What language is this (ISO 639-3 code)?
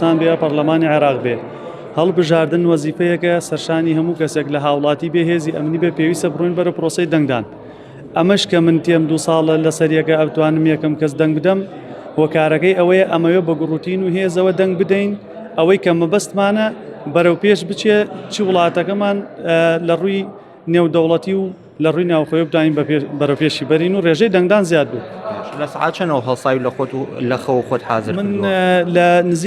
ckb